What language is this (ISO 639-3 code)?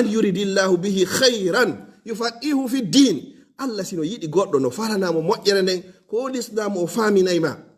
ful